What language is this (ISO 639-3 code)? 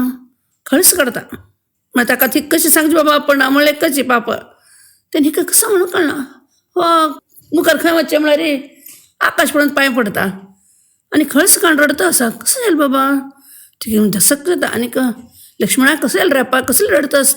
kok